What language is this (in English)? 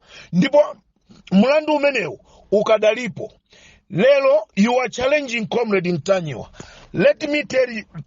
Nyanja